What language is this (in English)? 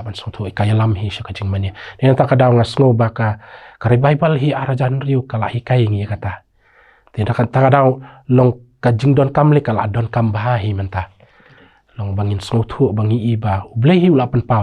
Khasi